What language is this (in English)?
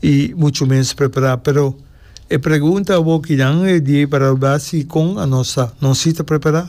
Papiamento